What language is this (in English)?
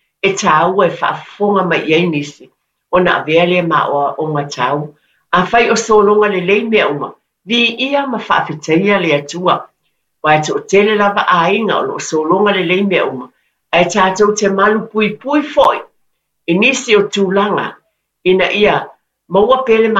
Samoan